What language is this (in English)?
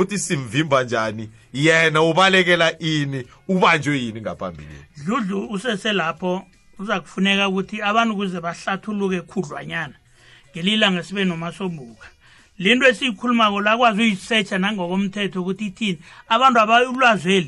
South Ndebele